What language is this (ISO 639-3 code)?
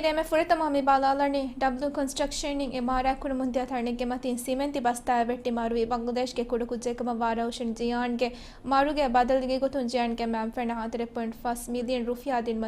div